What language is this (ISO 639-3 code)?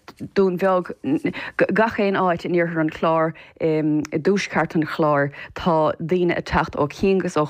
gle